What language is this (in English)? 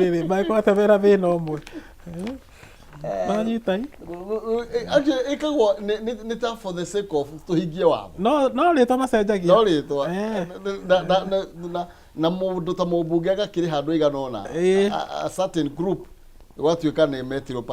Kikuyu